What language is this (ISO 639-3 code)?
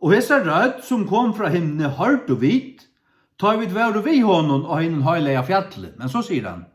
fao